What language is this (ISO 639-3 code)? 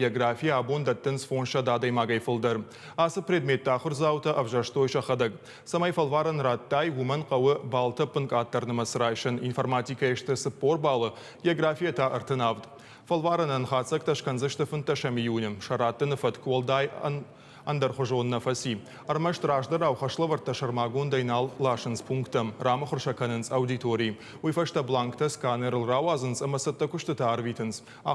oss